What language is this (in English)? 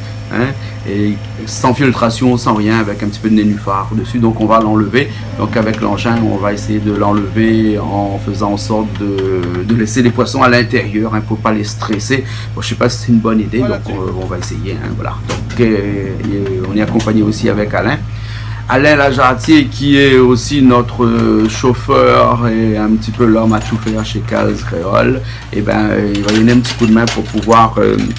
Réunion Creole French